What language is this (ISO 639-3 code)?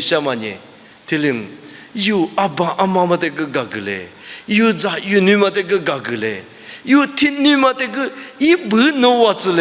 lis